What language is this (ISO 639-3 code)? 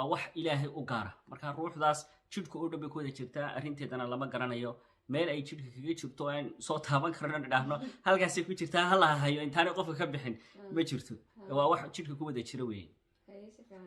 som